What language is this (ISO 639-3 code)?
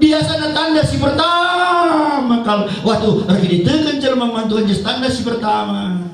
btx